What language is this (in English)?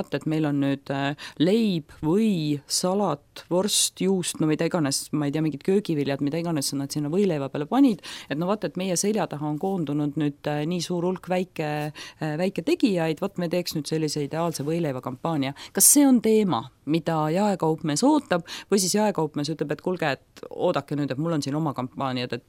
Estonian